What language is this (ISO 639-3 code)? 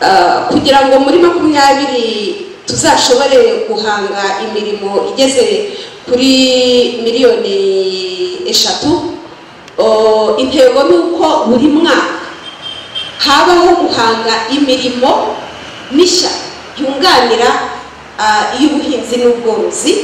kin